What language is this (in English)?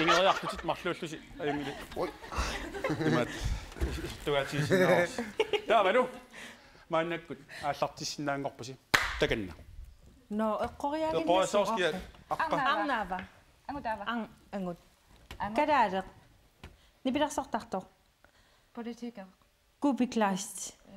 Kalaallisut